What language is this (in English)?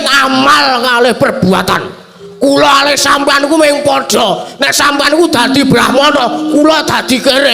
Javanese